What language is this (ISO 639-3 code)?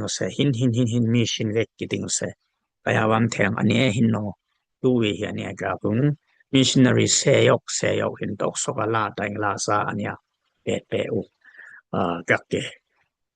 dis